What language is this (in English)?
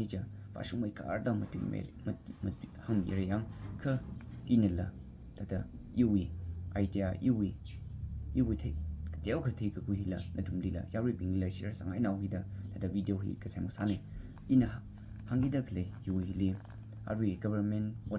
Tangkhul Naga (India)